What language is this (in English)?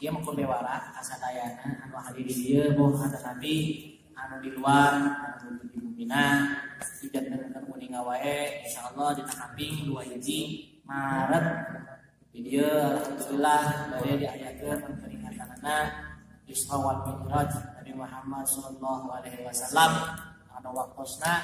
Sundanese